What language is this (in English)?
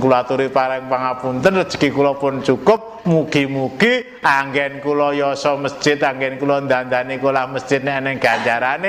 Javanese